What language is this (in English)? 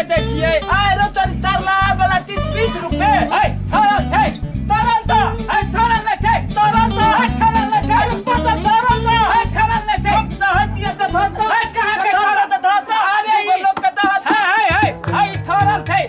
Maithili